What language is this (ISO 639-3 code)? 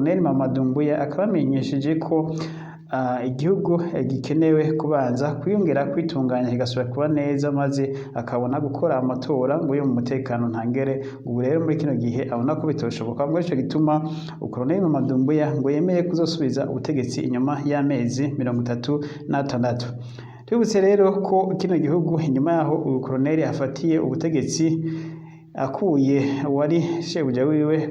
run